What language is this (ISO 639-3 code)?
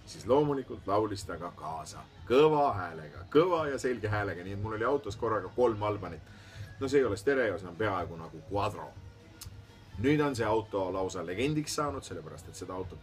est